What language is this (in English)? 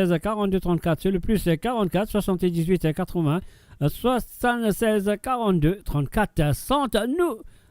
Morisyen